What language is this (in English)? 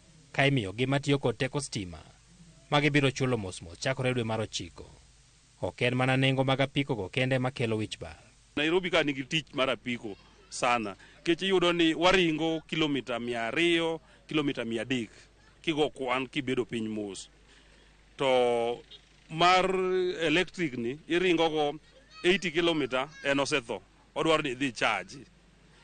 Luo (Kenya and Tanzania)